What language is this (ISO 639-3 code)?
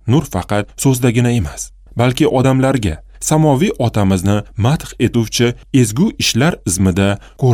uzb